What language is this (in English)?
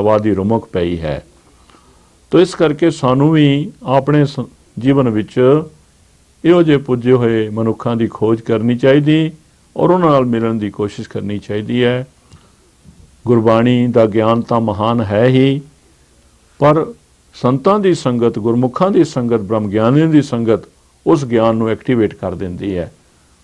Punjabi